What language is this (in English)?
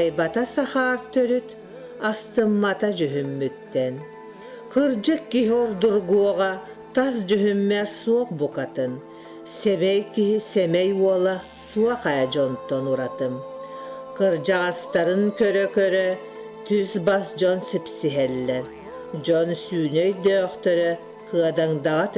Yakut